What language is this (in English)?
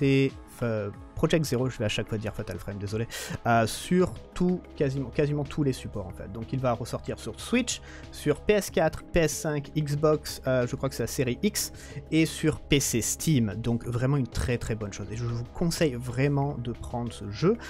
French